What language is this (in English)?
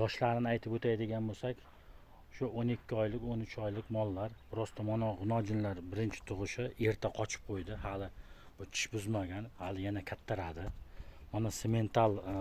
Uzbek